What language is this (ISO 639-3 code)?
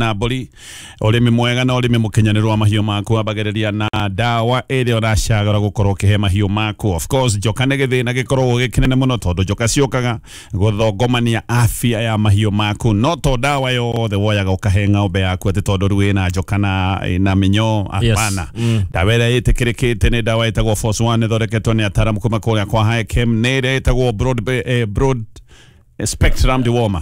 kik